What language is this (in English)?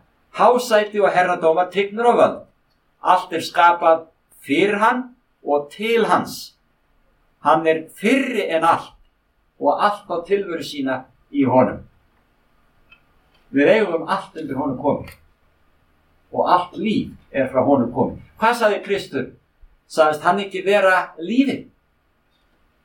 Icelandic